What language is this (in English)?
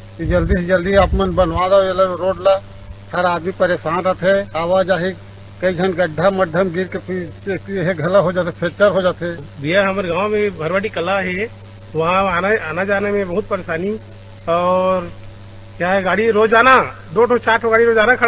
Chhattisgarhi